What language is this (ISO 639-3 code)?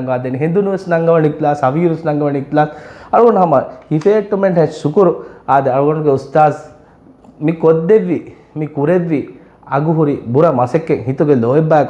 div